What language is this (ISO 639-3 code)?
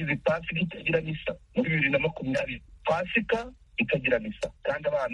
kin